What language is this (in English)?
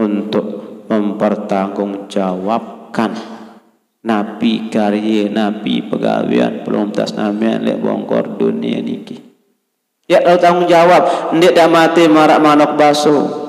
Sasak